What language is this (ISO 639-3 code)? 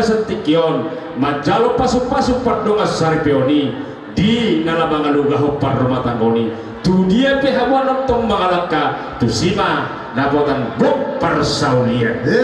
bbc